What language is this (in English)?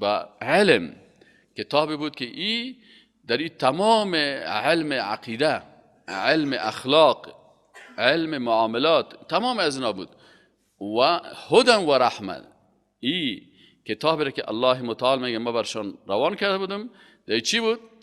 Persian